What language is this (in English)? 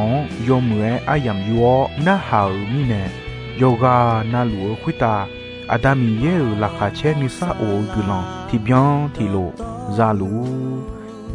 Akha